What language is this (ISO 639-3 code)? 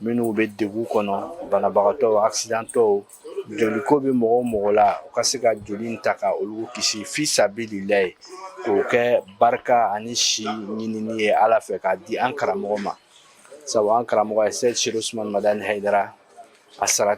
bam